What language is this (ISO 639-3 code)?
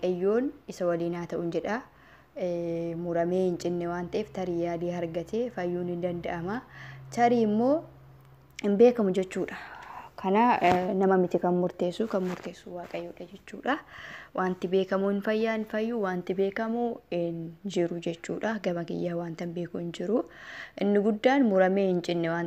orm